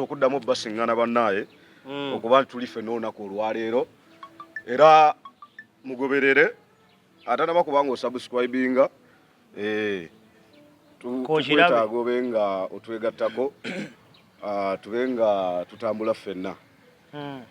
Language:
Ganda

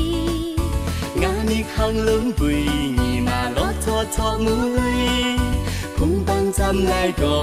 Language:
Zaiwa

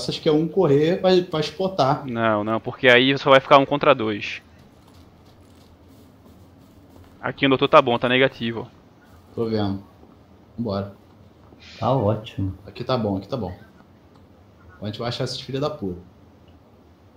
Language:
Portuguese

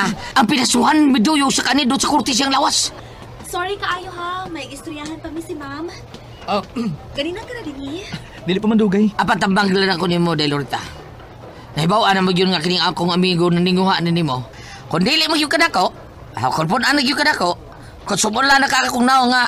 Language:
Cebuano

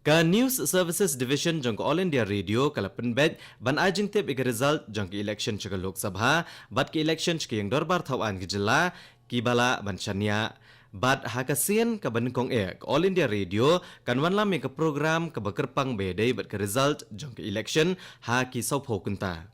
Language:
Khasi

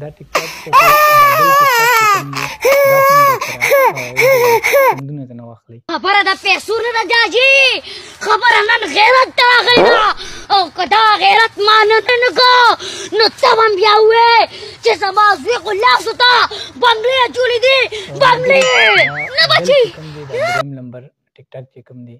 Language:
Pashto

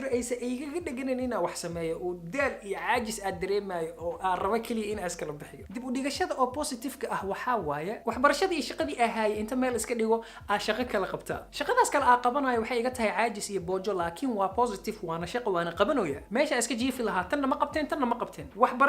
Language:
Somali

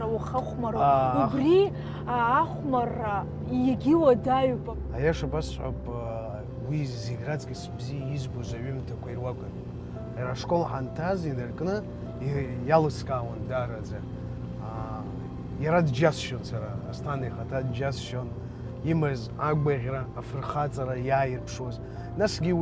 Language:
Abkhazian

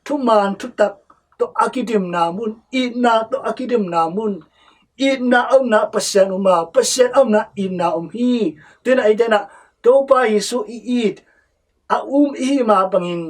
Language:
Tedim Chin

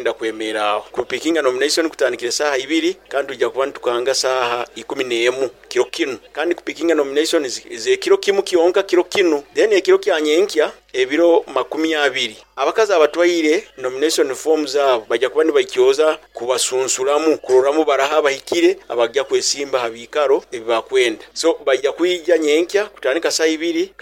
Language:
Nyoro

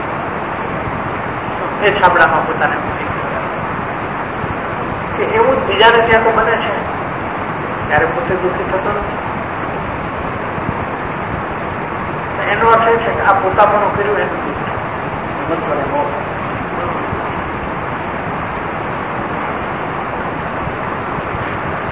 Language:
Gujarati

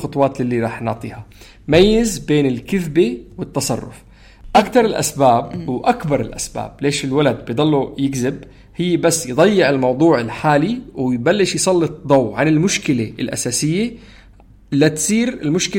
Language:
North Levantine Arabic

